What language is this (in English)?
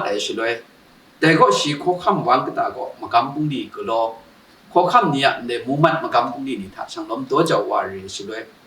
Kachin